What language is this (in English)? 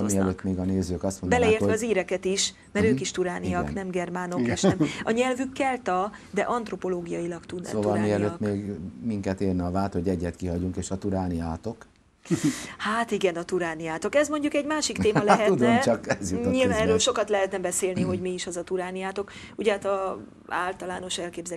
Hungarian